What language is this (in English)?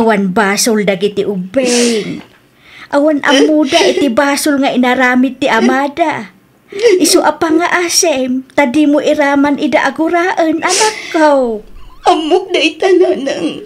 Iloko